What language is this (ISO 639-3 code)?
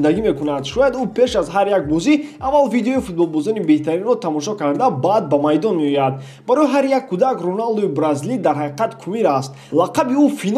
tgk